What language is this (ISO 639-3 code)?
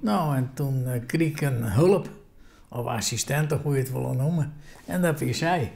fry